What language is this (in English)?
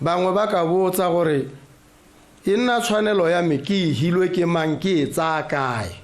Tswana